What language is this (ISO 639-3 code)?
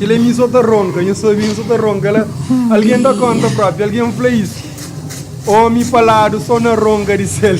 kea